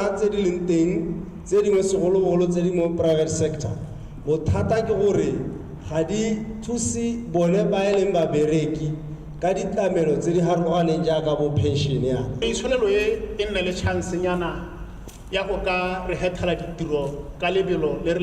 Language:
Tswana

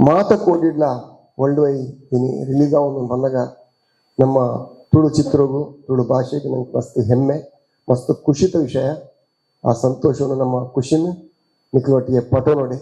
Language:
Tulu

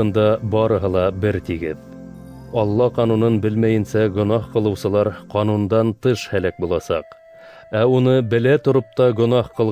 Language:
Bashkir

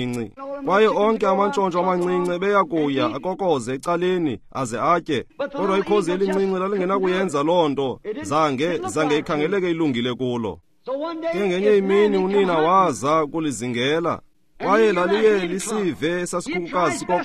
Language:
Xhosa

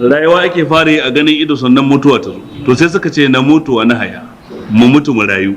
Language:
Hausa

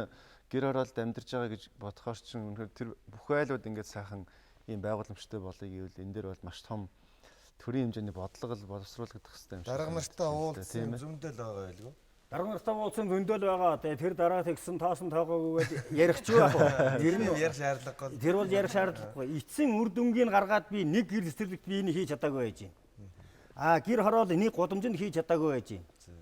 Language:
Mongolian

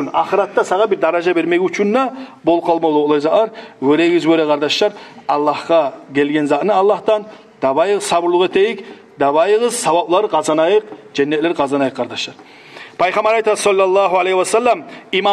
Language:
Kumyk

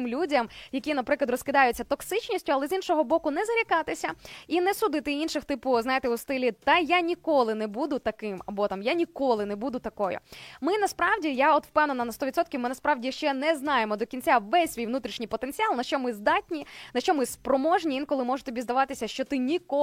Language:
Ukrainian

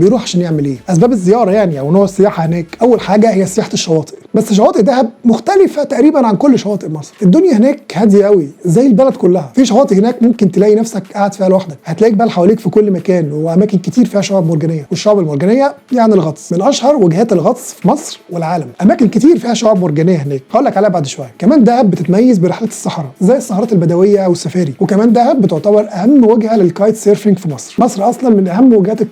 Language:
Egyptian Arabic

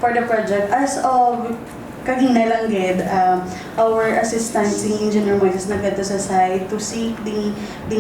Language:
Hiligaynon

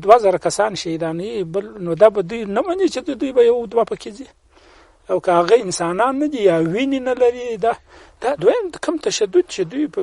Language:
Pashto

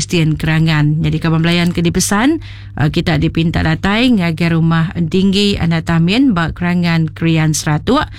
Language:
Iban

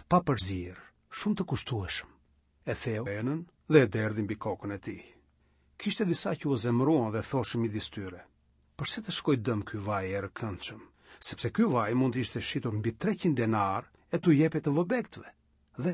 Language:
Albanian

